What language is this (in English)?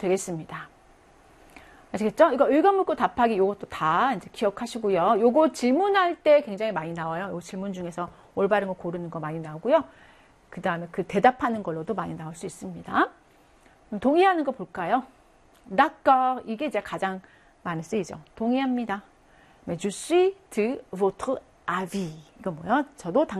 Korean